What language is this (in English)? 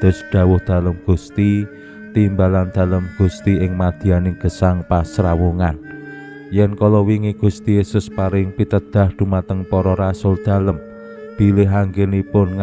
Javanese